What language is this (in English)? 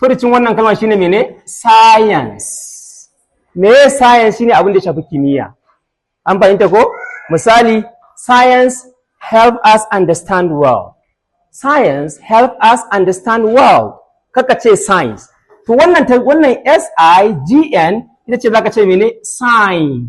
Hausa